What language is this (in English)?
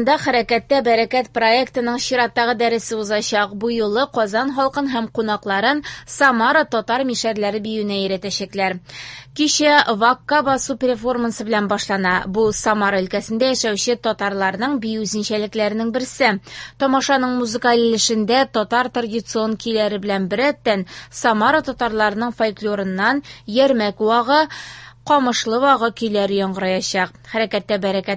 Tatar